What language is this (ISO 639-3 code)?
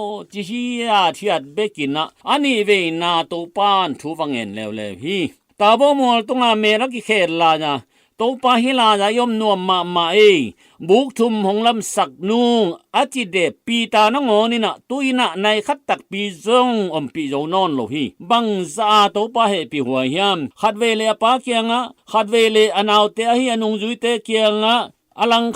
ctd